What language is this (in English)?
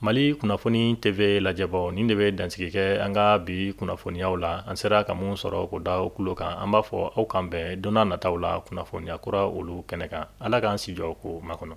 Bambara